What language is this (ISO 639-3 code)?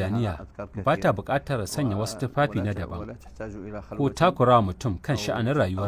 hau